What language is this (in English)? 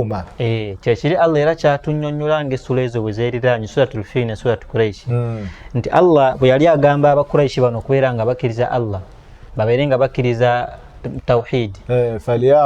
Ganda